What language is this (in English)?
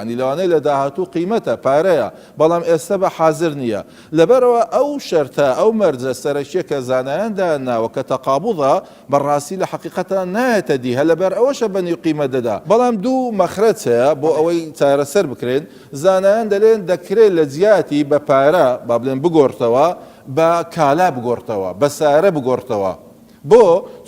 Central Kurdish